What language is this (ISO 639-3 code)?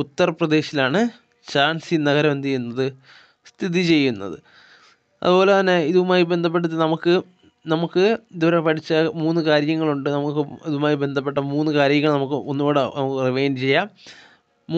mal